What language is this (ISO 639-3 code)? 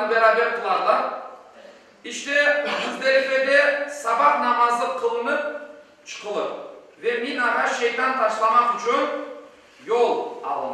crh